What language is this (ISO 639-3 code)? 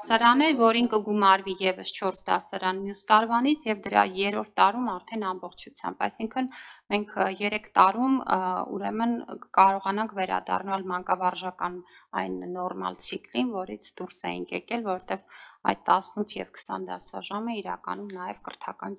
hye